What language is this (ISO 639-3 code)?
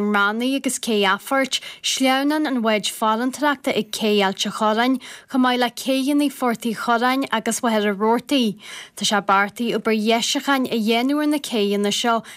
gle